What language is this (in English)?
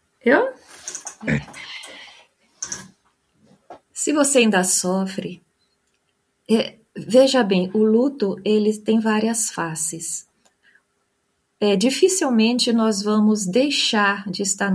Portuguese